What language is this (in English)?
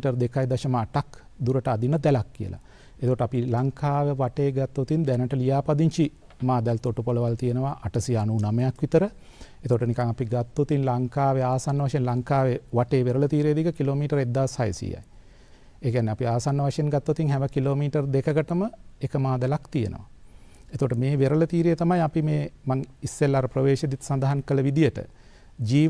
Sinhala